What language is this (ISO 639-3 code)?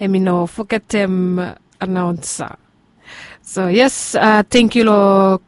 bis